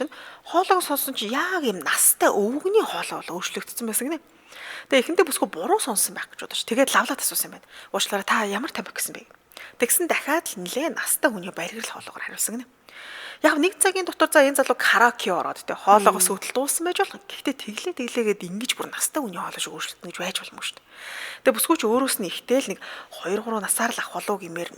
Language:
Mongolian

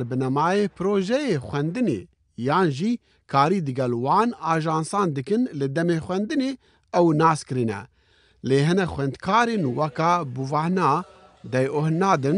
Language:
Kurdish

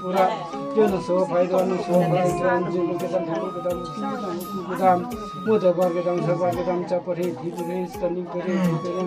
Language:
Karbi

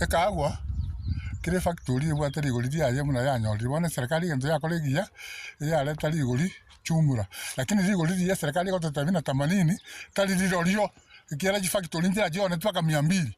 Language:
Gusii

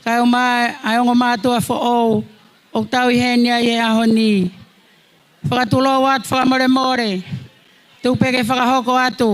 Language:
Tongan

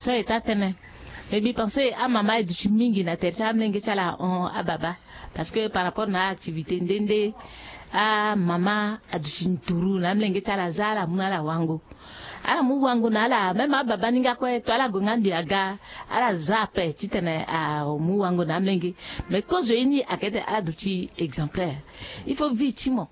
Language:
Sango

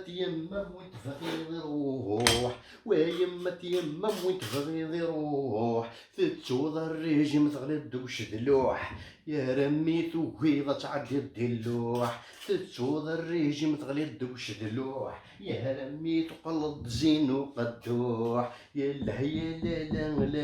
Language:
Kabyle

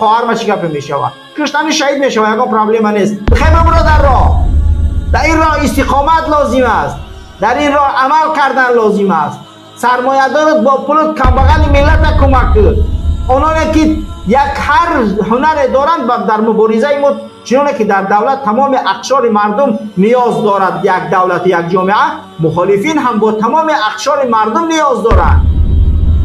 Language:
Persian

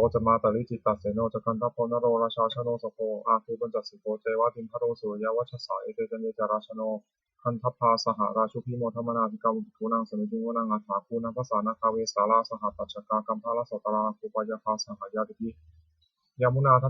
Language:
Pali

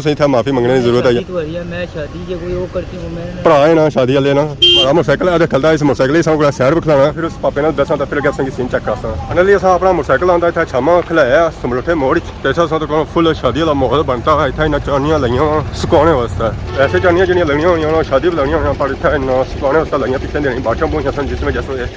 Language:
Pahari-Potwari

